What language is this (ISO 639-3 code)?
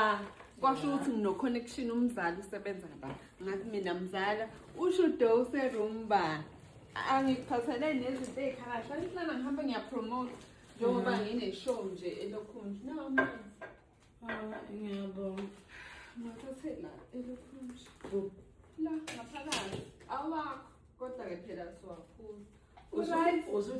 zul